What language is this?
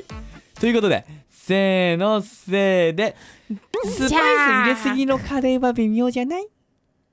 Japanese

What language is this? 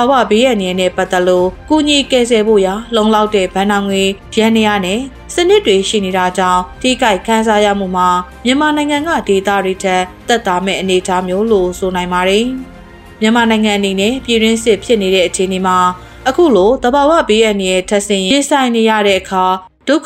Burmese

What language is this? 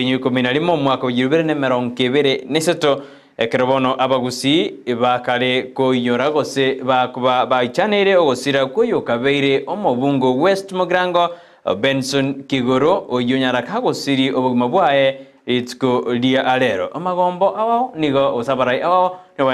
Gusii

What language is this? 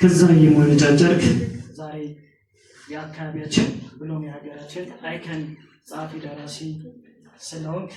Amharic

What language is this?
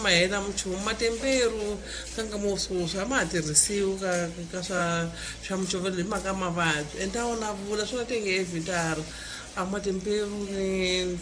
Tsonga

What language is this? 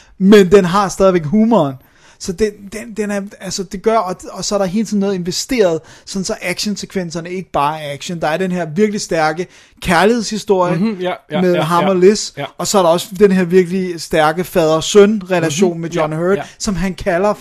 Danish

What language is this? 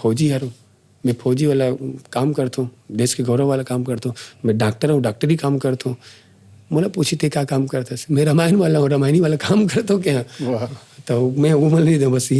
Chhattisgarhi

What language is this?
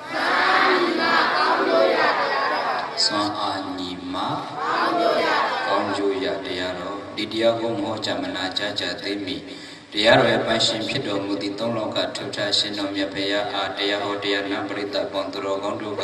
Burmese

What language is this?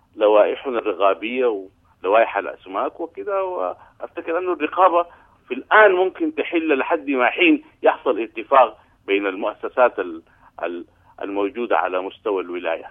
Sudanese Arabic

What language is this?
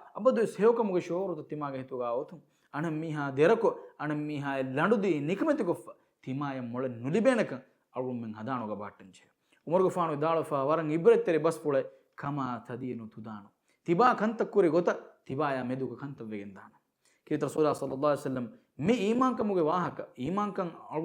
Divehi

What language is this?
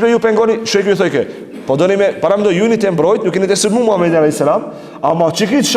Albanian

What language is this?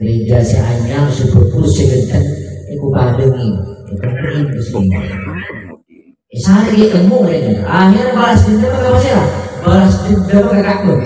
Madurese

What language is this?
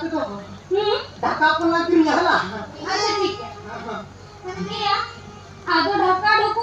Santali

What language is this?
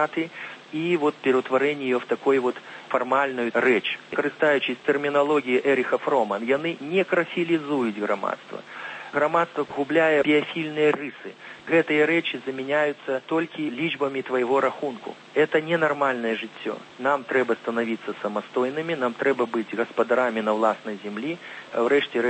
Belarusian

